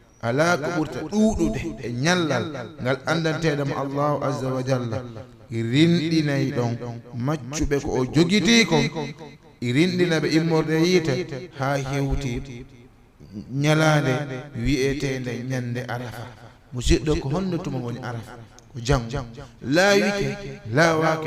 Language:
Fula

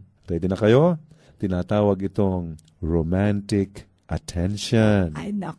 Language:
Filipino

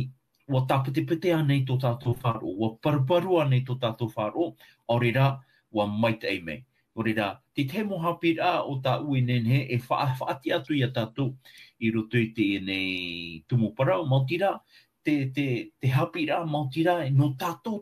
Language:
Tahitian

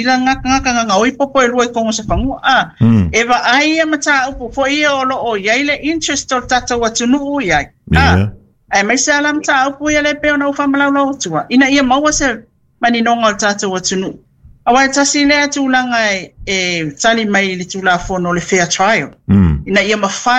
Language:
Samoan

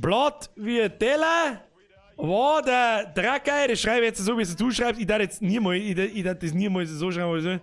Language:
Bavarian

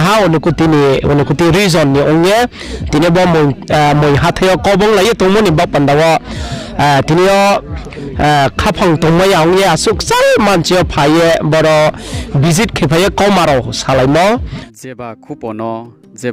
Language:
Riang (India)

